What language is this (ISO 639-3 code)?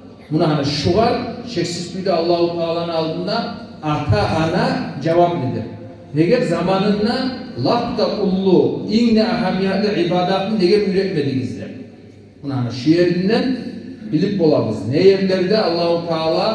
kum